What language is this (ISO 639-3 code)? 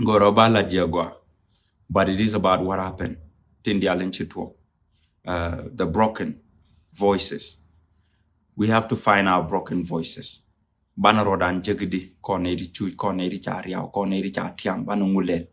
nus